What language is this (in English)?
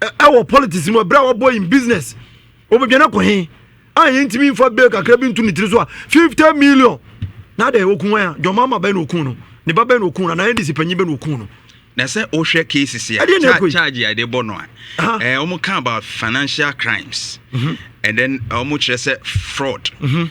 Akan